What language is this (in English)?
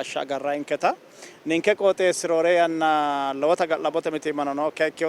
Sidamo